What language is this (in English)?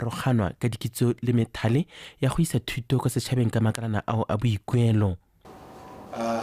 Tswana